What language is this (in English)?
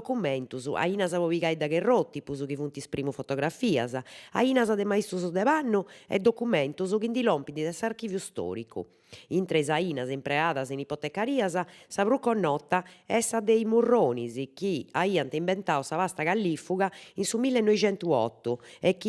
Sardinian